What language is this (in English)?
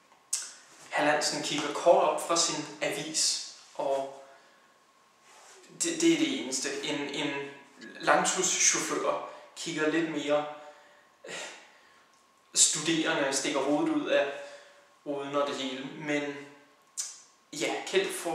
Danish